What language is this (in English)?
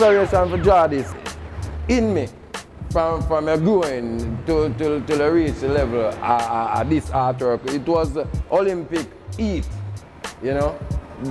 Jamaican Creole English